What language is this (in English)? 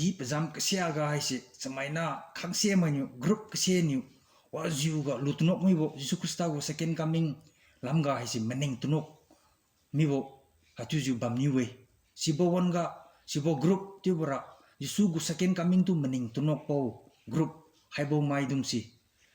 Liangmai Naga